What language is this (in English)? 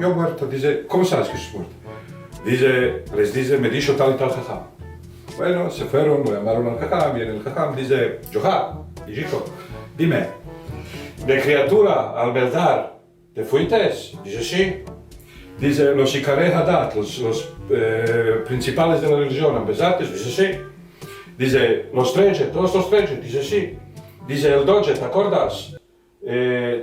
Ladino